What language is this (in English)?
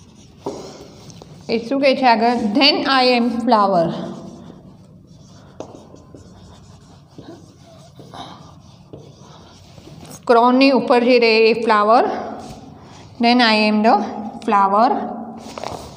Gujarati